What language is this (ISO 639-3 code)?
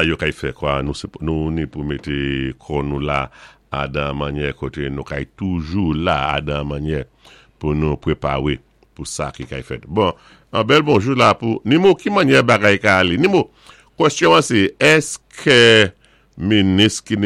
acf